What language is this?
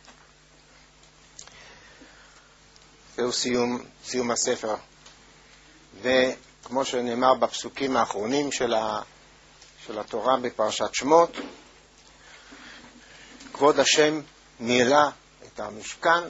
Hebrew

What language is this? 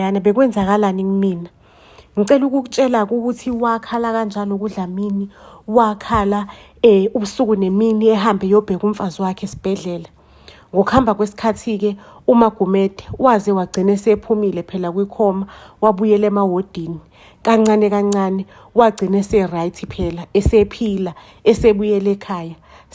Zulu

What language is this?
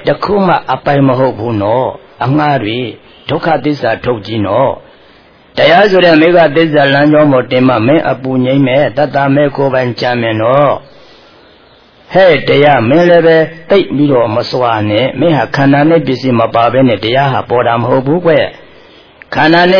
Burmese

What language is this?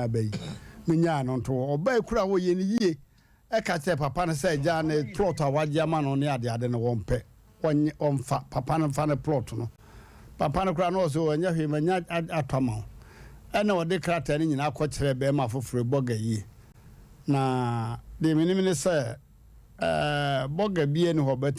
Akan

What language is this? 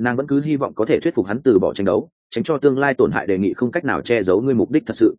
Vietnamese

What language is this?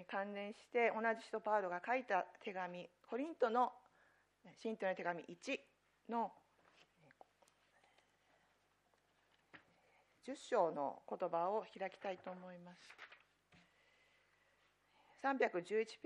Japanese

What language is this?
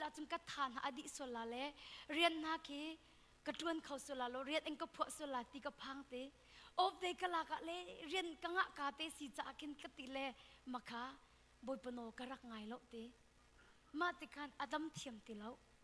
Hakha Chin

